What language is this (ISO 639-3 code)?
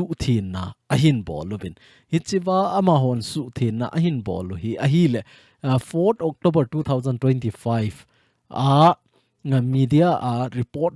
tcz